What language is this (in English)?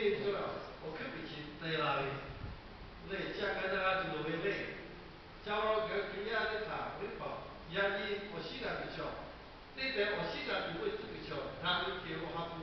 Lahu